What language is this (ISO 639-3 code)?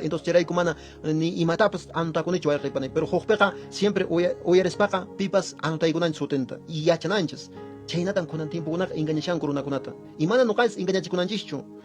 que